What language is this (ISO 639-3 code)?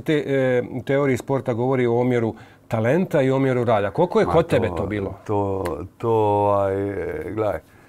hrv